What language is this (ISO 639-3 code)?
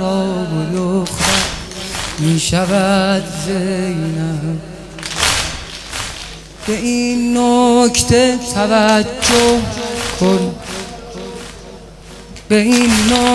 fas